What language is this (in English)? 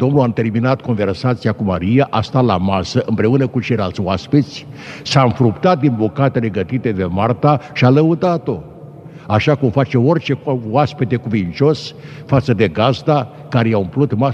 Romanian